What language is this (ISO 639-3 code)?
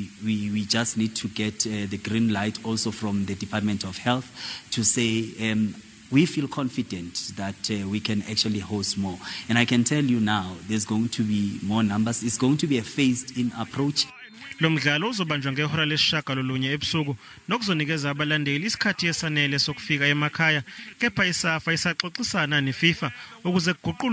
zul